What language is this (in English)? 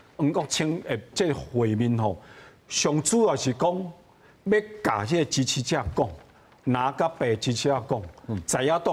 Min Nan Chinese